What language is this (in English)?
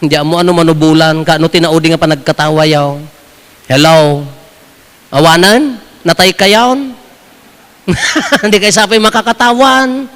Iloko